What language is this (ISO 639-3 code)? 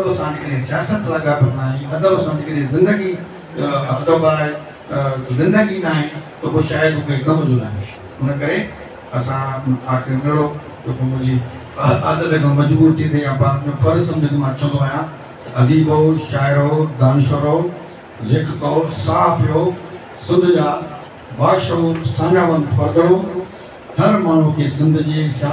snd